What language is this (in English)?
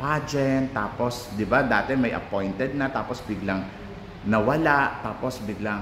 Filipino